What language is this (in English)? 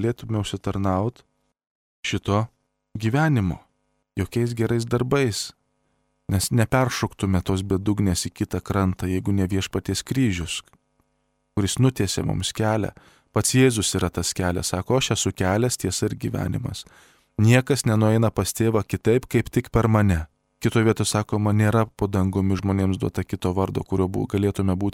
Lithuanian